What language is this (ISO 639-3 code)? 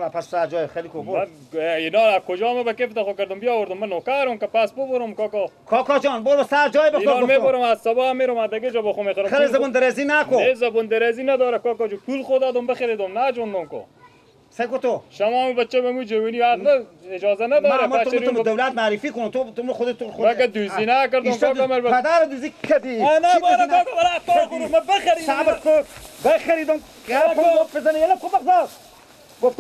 fas